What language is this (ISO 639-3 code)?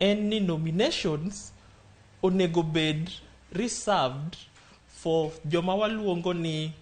luo